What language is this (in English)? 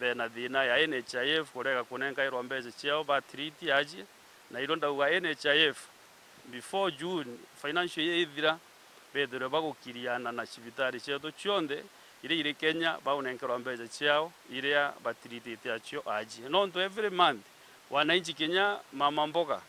Meru